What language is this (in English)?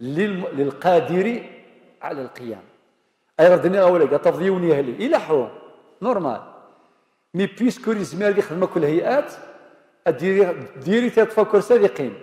Kabyle